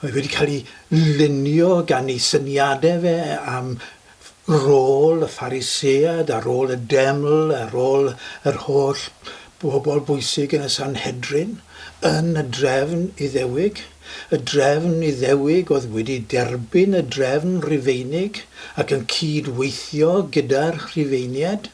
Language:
Welsh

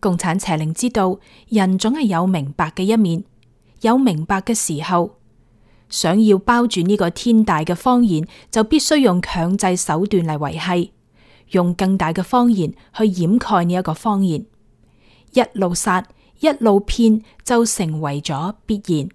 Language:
Cantonese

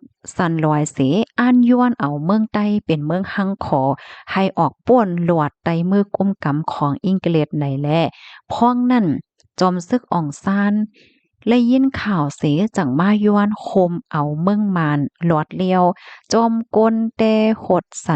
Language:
Shan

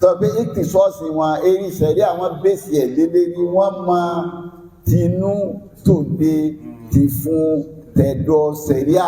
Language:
Yoruba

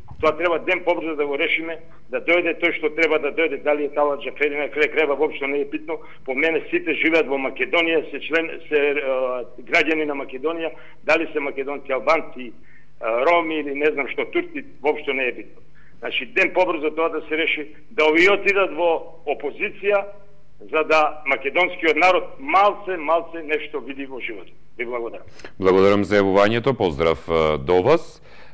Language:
Macedonian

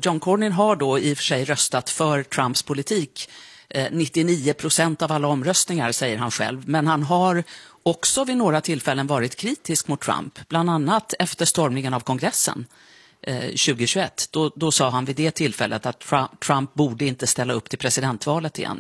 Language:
Swedish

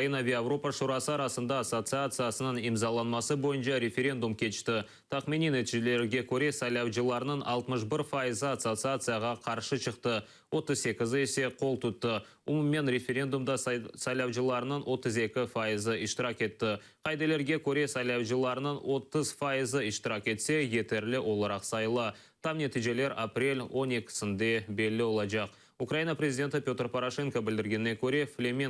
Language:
Crimean Tatar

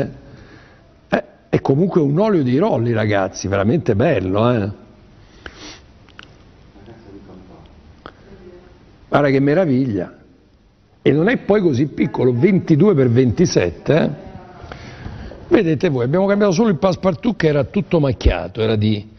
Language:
Italian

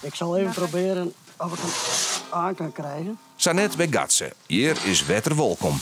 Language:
Western Frisian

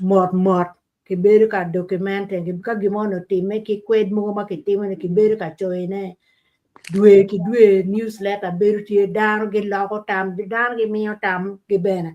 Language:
Acoli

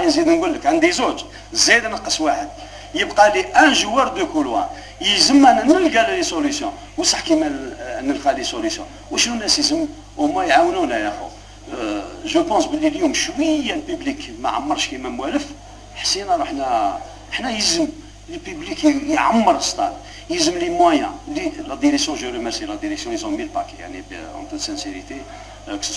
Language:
Algerian Arabic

